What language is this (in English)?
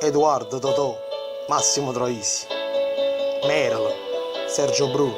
Neapolitan